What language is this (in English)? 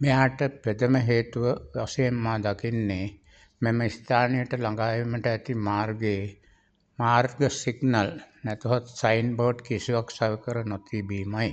Sinhala